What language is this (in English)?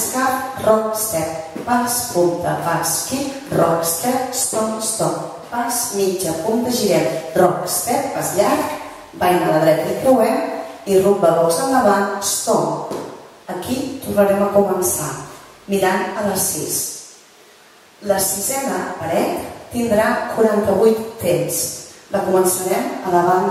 Catalan